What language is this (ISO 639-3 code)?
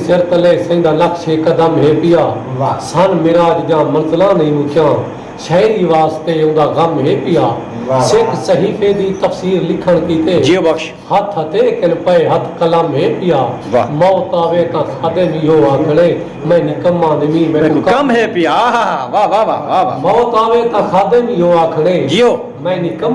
skr